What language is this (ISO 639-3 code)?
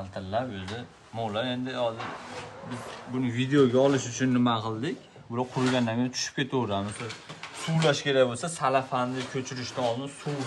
uzb